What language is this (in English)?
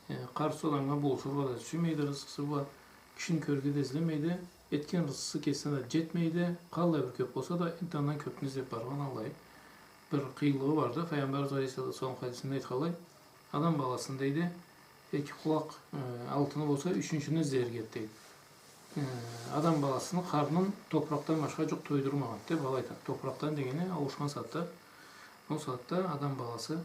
Karachay-Balkar